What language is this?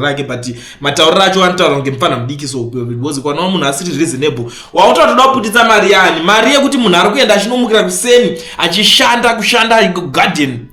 Shona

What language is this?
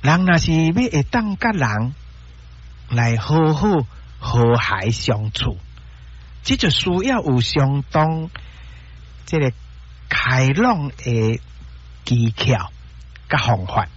Min Nan Chinese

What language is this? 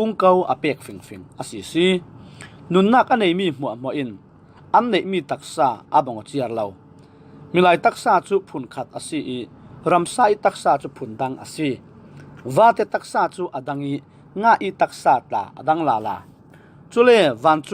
Falam Chin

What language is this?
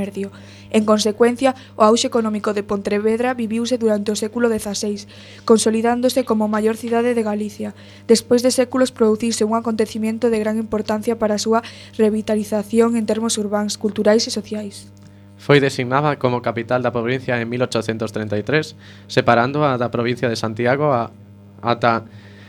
Galician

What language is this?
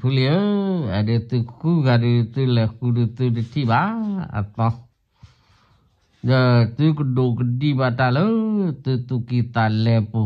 S'gaw Karen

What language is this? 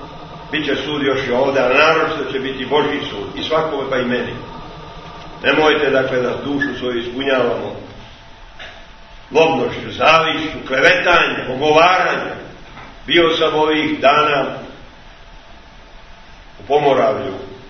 Serbian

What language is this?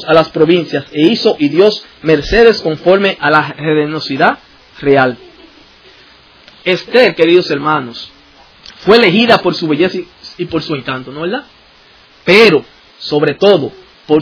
Spanish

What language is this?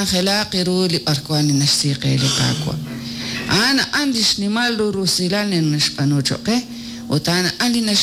Kekchí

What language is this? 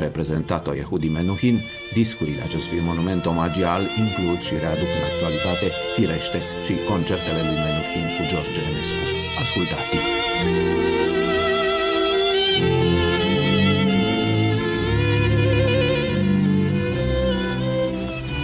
Romanian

